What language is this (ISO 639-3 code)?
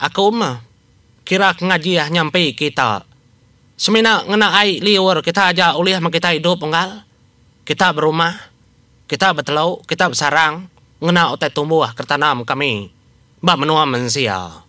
iba